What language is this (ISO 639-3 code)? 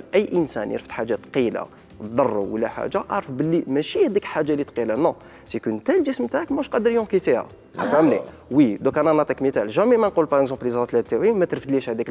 arq